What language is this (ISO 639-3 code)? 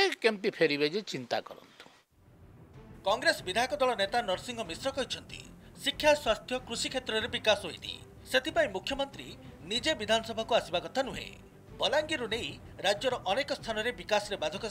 ori